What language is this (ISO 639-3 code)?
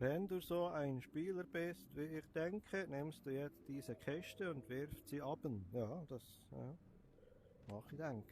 gsw